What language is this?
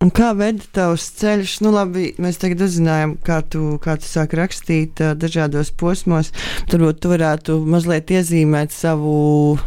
Latvian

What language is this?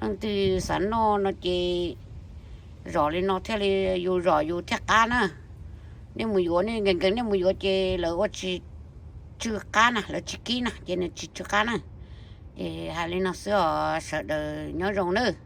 Hmong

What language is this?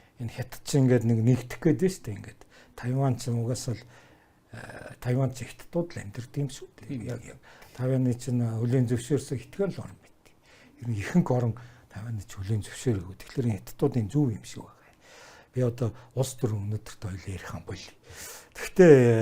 Mongolian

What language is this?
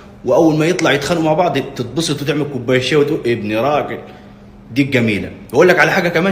Egyptian Arabic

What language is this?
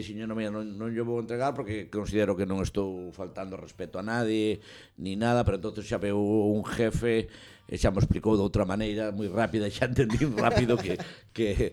Galician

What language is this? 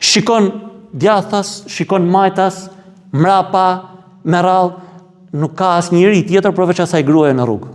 Albanian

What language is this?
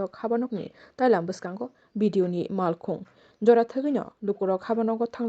Kok Borok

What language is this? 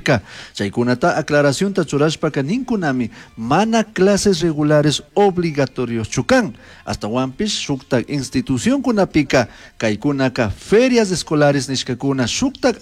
Chimborazo Highland Quichua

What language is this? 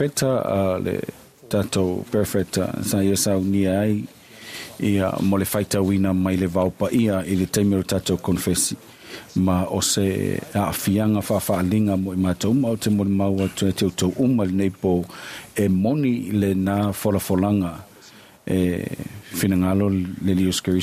Samoan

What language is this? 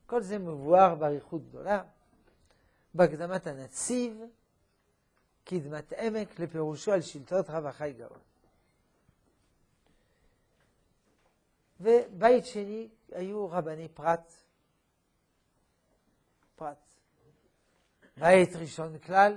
Hebrew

